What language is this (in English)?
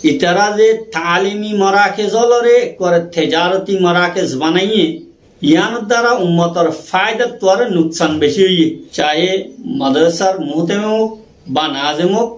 Rohingya